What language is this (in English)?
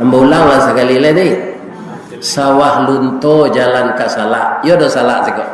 Minangkabau